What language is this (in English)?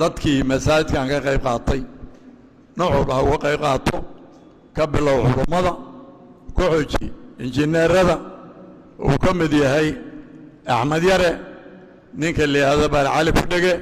Somali